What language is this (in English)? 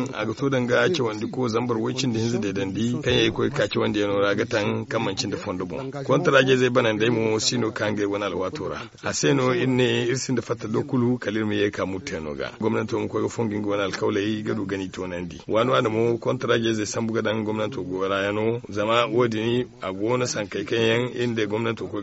Zarma